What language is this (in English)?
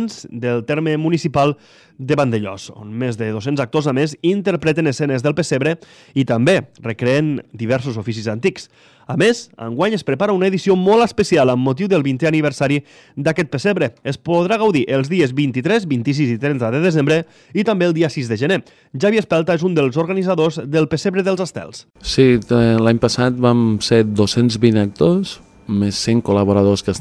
Catalan